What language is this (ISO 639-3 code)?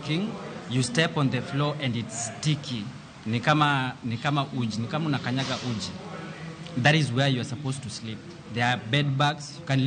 luo